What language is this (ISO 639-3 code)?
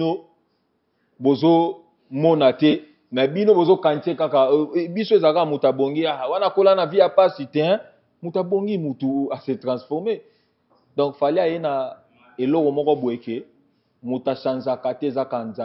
lin